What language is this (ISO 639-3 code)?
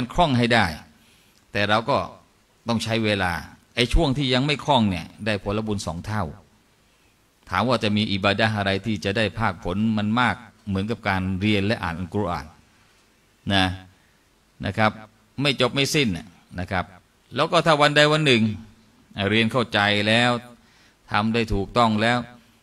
tha